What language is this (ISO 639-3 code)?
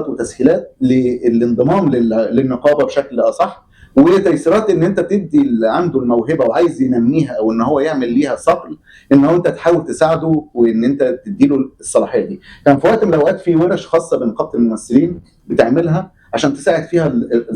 arz